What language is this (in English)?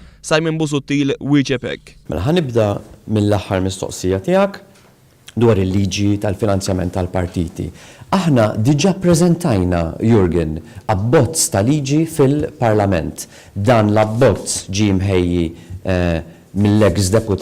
Maltese